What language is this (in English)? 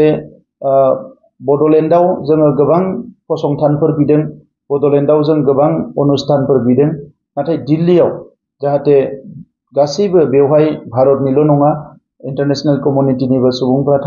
Bodo